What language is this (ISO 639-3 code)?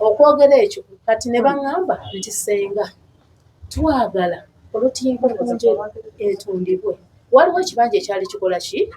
lug